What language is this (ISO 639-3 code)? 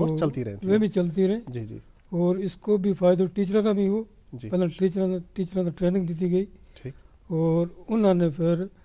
gju